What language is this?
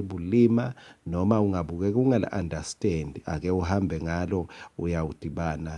Swati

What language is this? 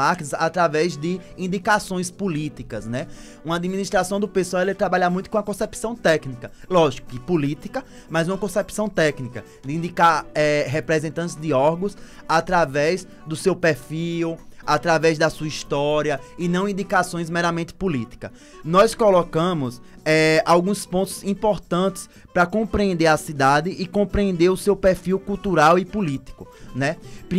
Portuguese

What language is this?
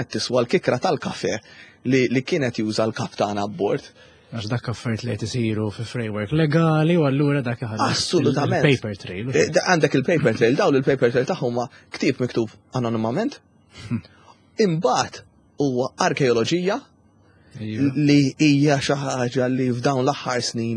Maltese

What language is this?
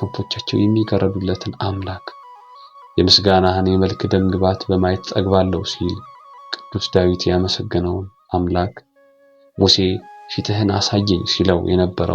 Amharic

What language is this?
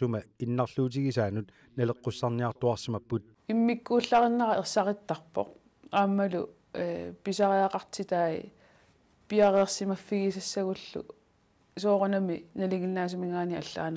Kalaallisut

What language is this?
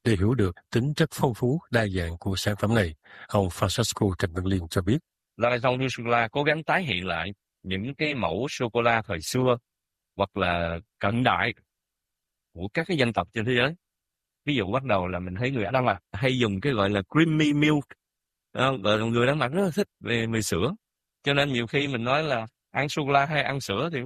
Vietnamese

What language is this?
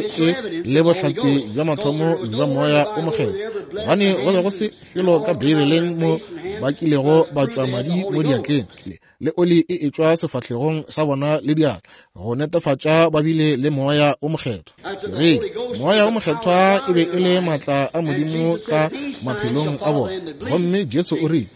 Northern Sotho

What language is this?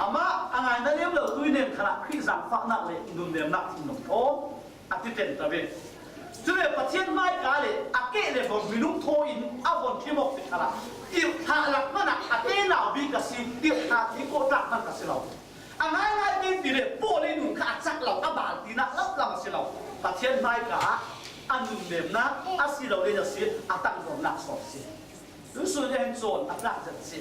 Falam Chin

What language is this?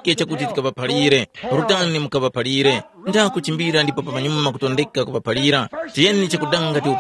Tumbuka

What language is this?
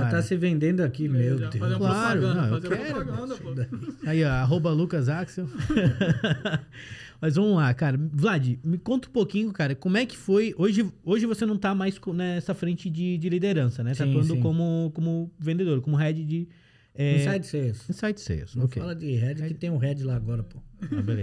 Portuguese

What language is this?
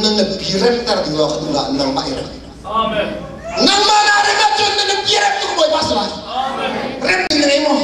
Hakha Chin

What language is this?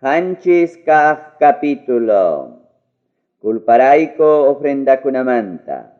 Ayacucho Quechua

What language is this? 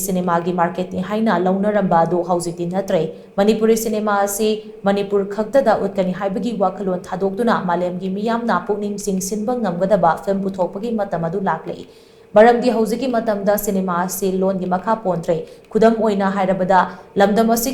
Manipuri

